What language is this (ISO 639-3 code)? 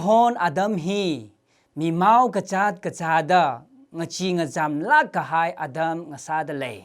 nmf